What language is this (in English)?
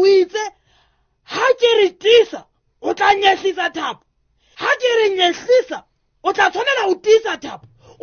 Southern Sotho